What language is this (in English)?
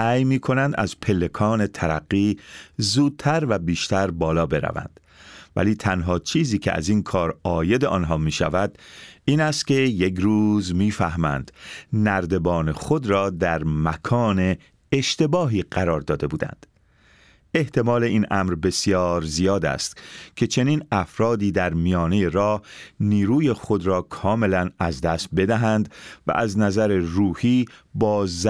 Persian